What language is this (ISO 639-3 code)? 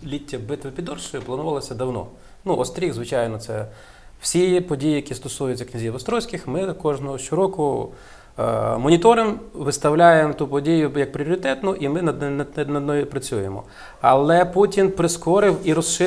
ukr